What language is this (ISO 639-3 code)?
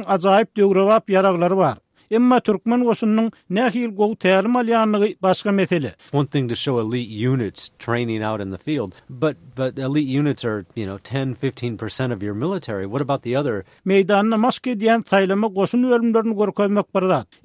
tuk